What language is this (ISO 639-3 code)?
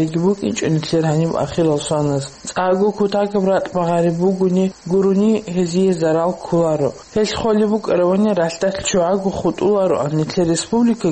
ava